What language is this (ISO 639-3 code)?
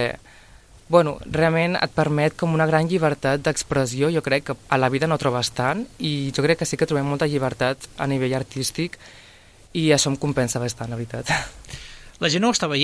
cat